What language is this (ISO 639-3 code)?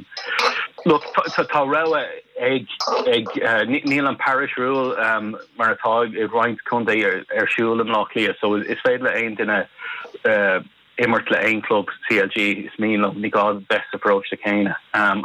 gle